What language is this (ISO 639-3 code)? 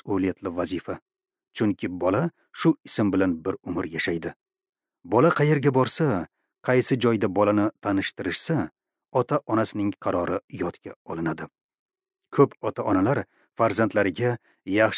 uzb